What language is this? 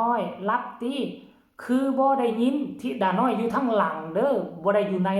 Northeastern Thai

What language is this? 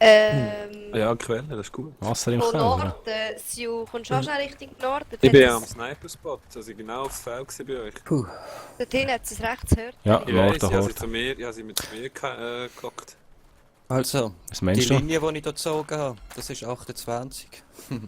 Swiss German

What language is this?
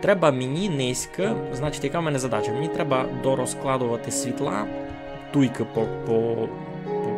Rusyn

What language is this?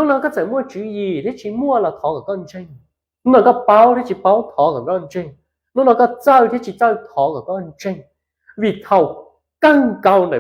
Hmong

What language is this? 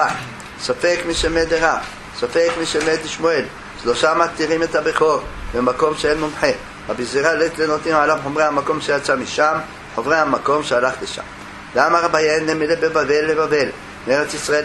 Hebrew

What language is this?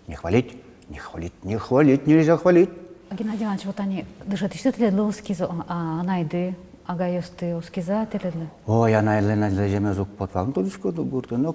Udmurt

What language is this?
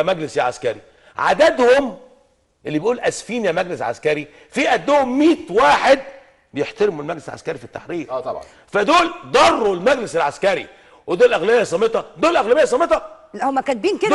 Egyptian Arabic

